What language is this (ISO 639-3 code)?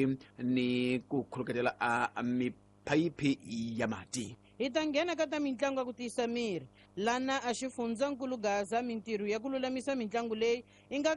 tso